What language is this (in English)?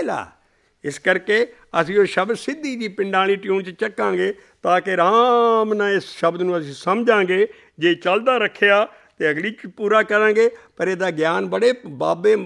Punjabi